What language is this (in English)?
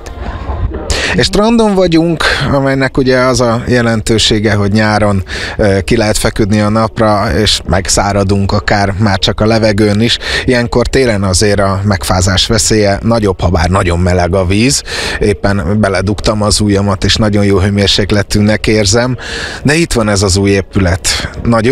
Hungarian